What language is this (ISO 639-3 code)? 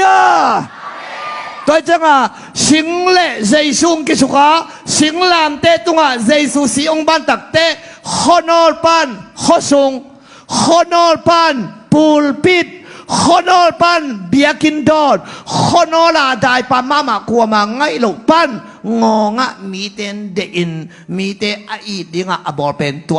ctd